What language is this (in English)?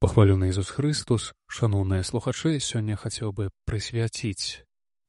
Belarusian